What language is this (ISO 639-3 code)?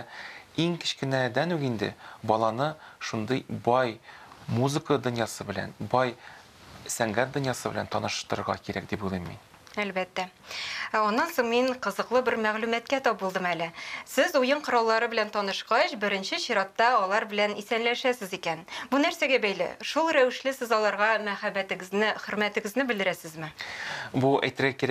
tat